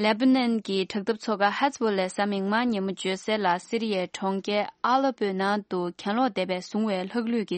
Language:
Tibetan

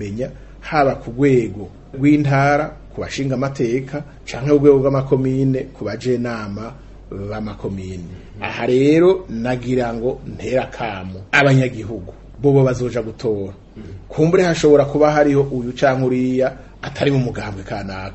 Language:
Rundi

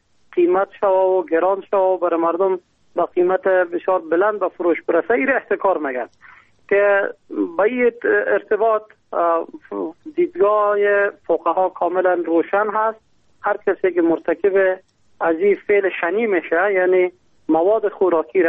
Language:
Persian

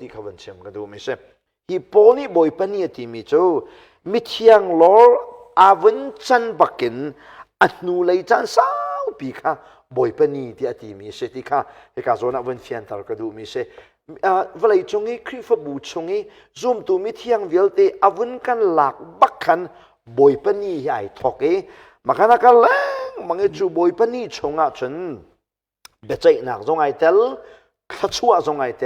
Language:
Hakha Chin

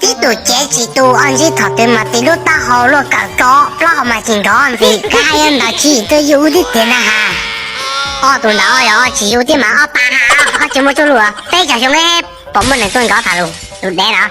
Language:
Hmong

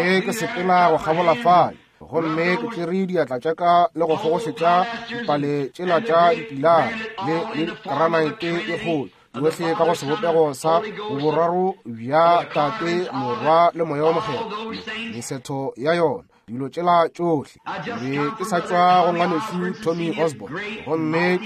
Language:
Northern Sotho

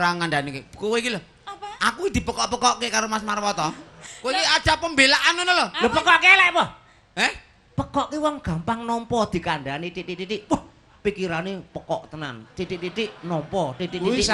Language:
Javanese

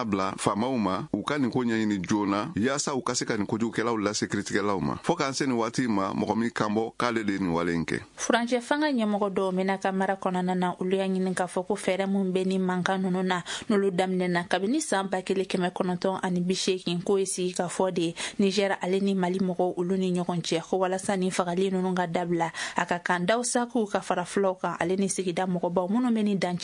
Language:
Bambara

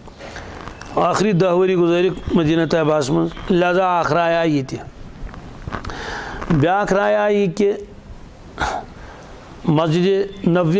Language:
Kashmiri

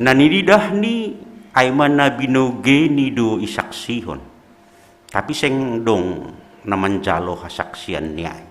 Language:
Batak Simalungun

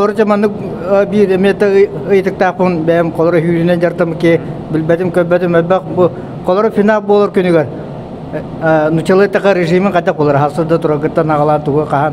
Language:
Yakut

